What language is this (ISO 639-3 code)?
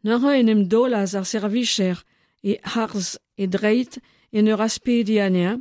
bre